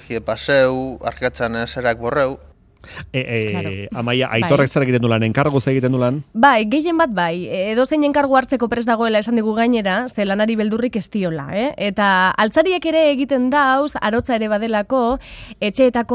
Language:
Basque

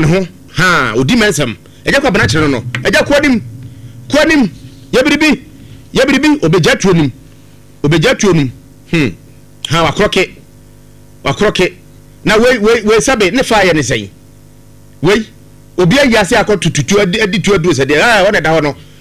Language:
Akan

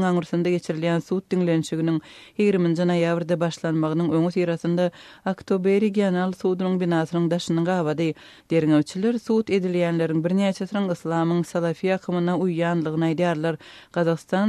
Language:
Turkmen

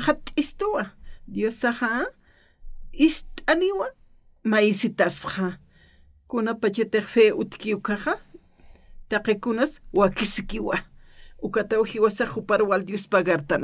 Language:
Aymara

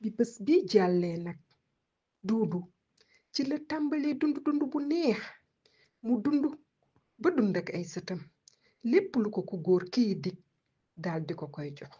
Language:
Wolof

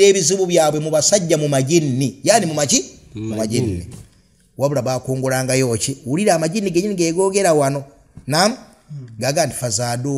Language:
Ganda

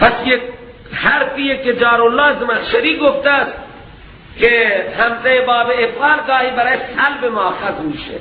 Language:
Persian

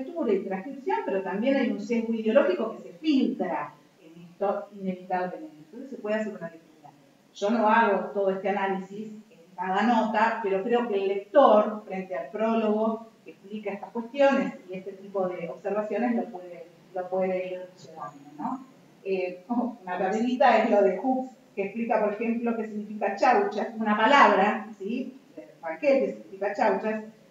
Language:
Spanish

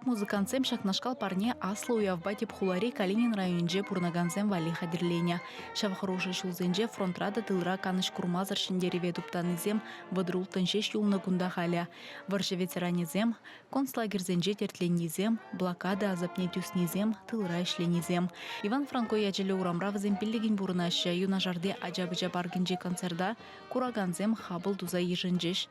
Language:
Chuvash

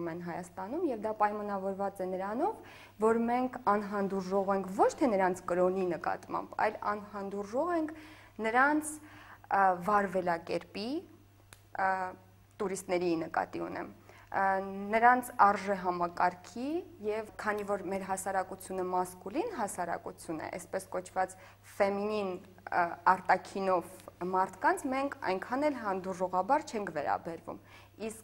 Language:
Armenian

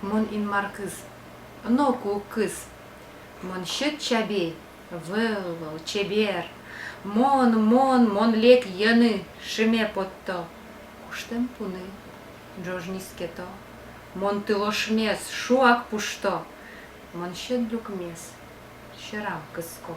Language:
Udmurt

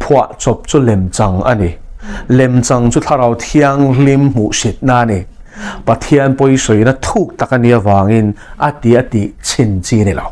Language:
Mizo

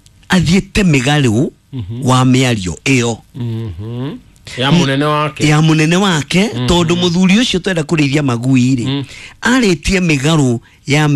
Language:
Kikuyu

